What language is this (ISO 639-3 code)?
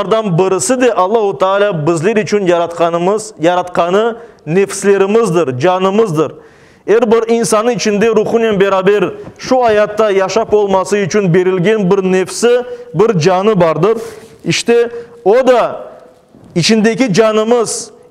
crh